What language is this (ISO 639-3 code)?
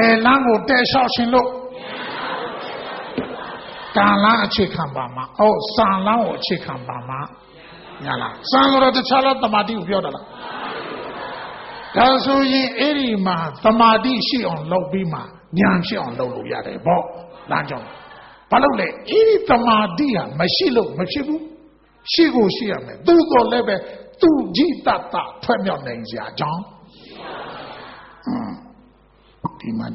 mya